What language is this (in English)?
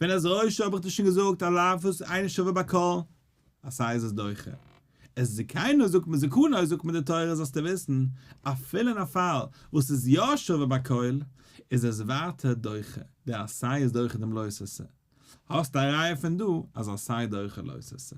Yiddish